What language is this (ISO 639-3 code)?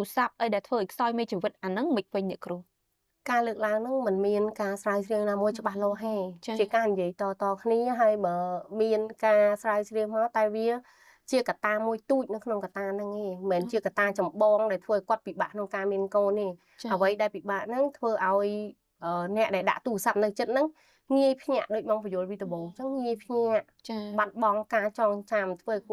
khm